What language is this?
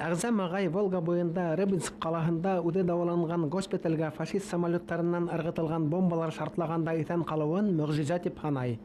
Bashkir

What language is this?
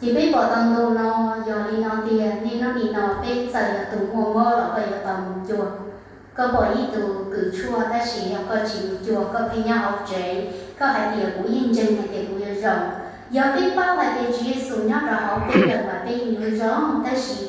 Hmong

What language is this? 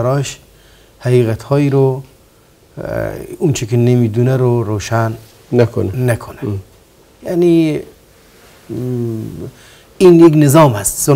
Persian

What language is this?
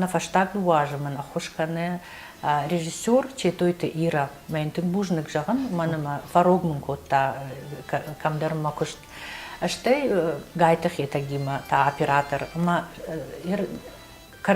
Ossetic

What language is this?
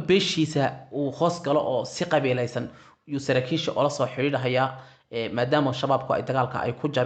Somali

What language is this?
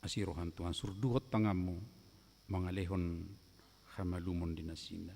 Batak Toba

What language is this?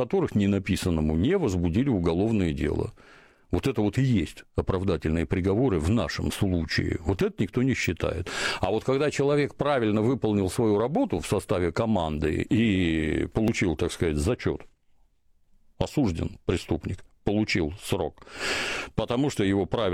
Russian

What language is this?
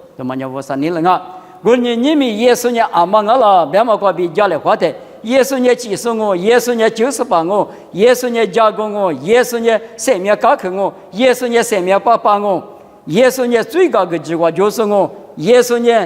Lisu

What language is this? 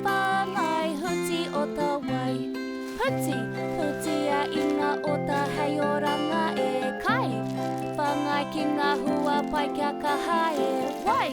Māori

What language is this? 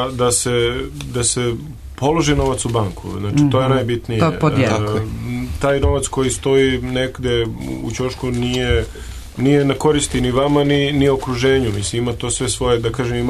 Serbian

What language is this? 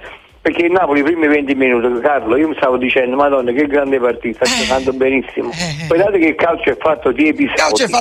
Italian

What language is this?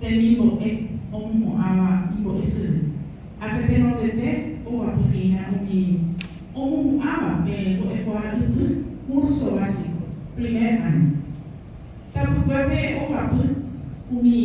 Guarani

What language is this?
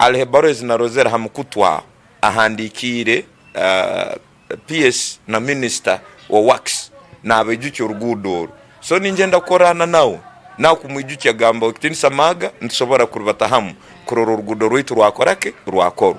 Tooro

